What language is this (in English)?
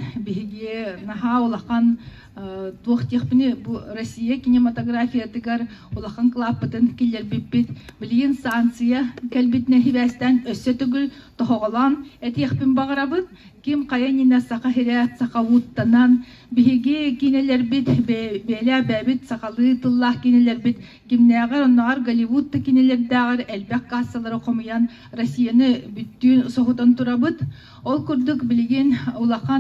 Yakut